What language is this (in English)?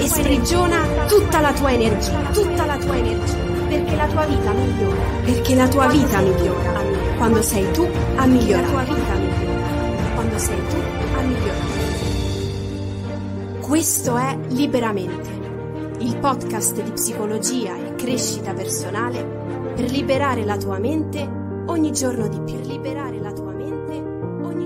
Italian